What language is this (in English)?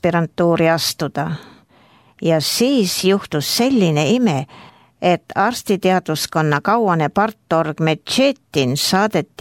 Estonian